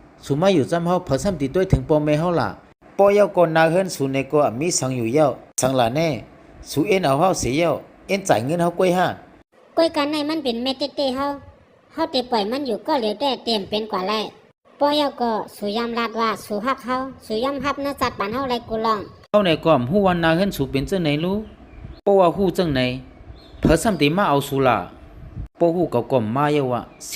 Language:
Shan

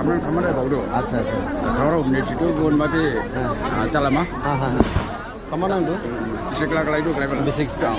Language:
Dimasa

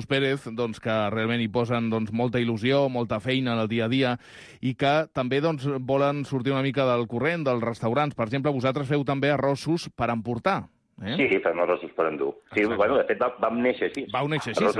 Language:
Catalan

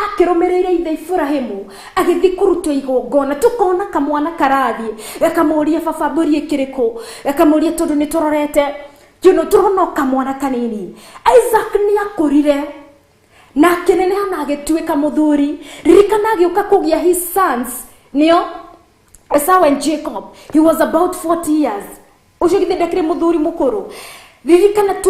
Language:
Kikuyu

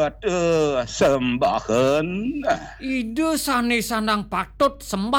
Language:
Balinese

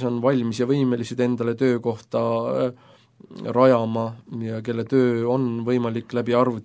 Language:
Estonian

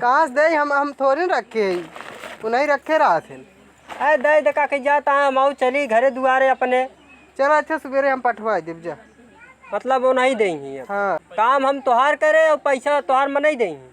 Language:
Awadhi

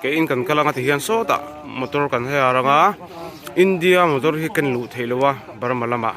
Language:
Mizo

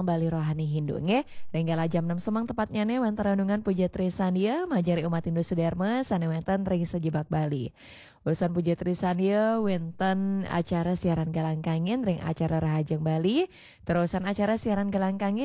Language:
Balinese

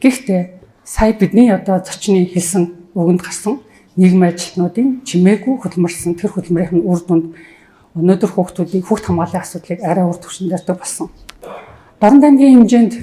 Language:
Mongolian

